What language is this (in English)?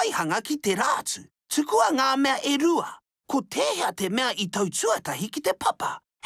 Māori